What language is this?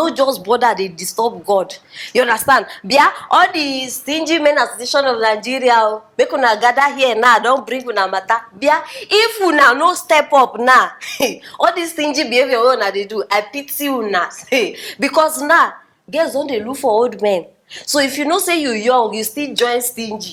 Nigerian Pidgin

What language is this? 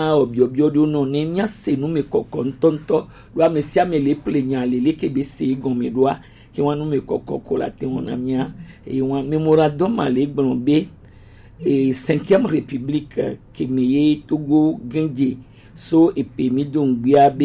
Gen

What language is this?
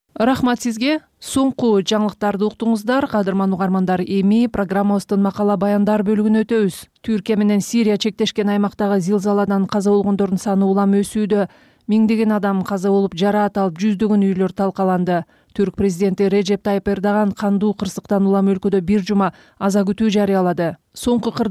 Kyrgyz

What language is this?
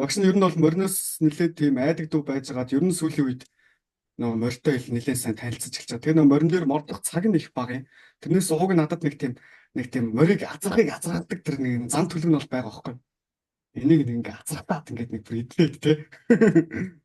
Mongolian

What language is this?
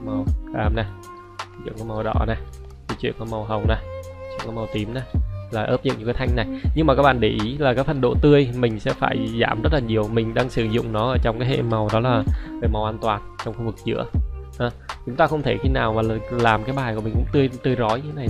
Vietnamese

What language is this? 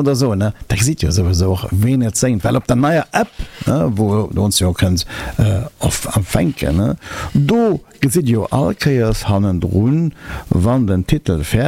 Luxembourgish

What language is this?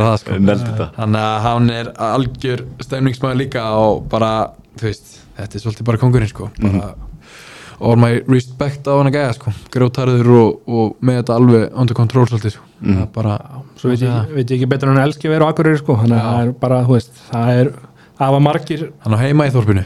Icelandic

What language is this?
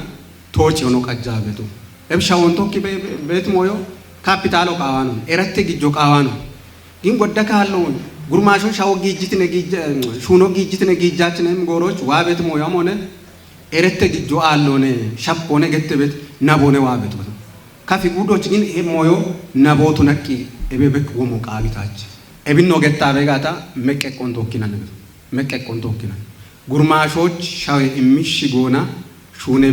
Kafa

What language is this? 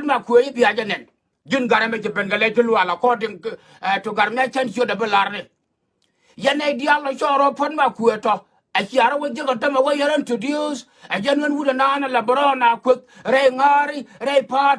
Nuer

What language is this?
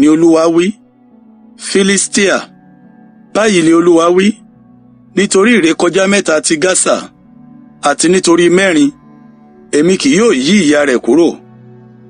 Yoruba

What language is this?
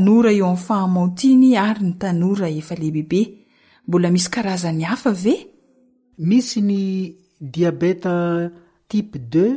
Malagasy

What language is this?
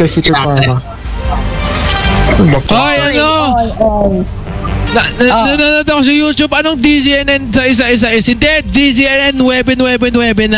Filipino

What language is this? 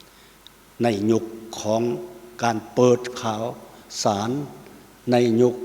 Lao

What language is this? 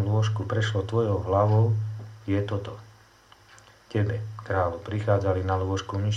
Slovak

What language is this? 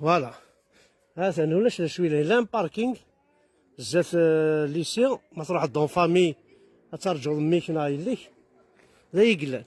Kabyle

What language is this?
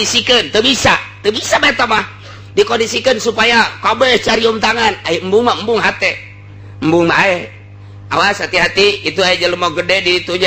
Sundanese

